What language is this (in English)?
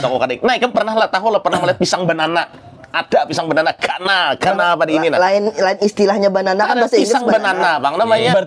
Banjar